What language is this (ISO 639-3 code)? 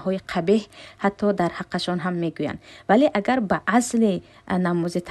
tgk